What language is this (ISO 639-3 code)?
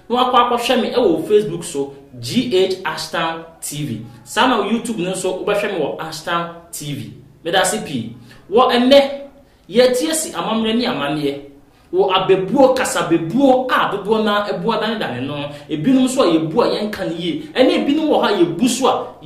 aka